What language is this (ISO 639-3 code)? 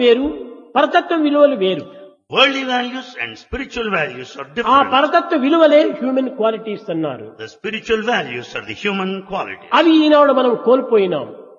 tel